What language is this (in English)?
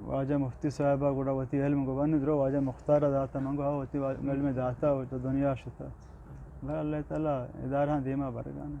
Eastern Balochi